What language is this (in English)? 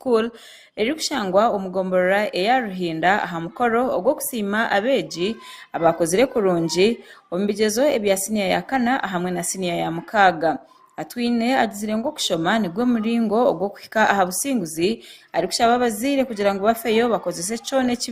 Nyankole